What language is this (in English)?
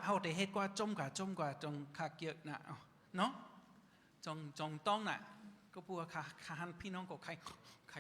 Shan